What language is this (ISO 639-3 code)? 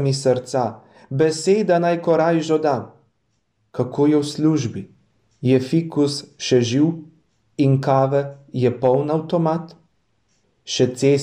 slv